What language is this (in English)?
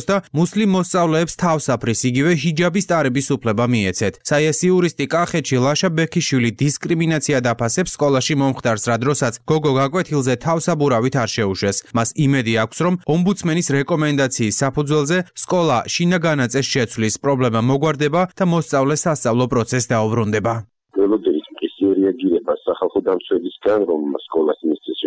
Georgian